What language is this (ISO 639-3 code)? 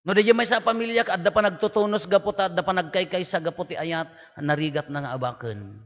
ilo